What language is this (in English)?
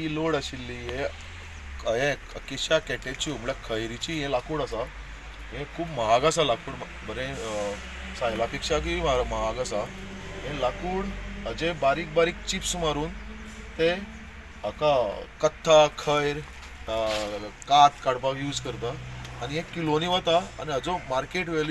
Konkani